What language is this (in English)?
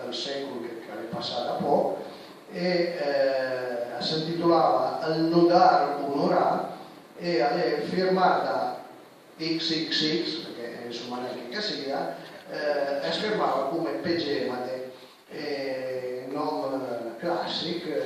Piedmontese